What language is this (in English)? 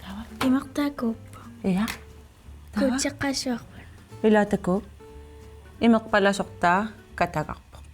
Kalaallisut